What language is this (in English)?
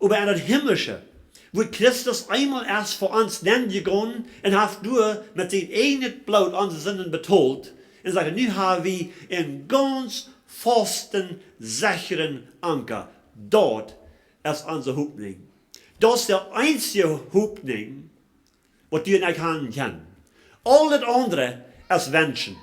Plautdietsch